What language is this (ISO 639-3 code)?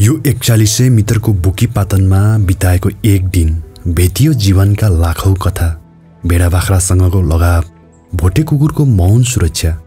nep